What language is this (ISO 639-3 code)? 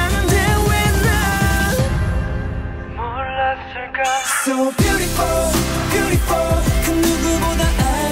kor